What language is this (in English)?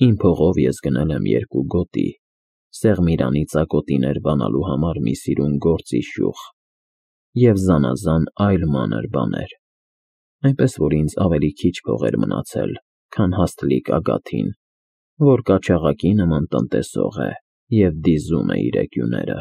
Armenian